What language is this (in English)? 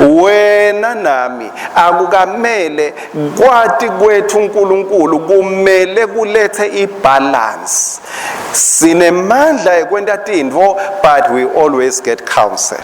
Swati